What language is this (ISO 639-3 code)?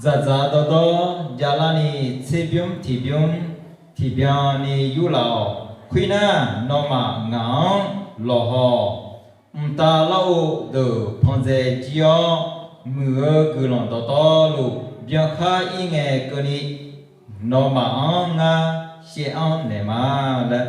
ahk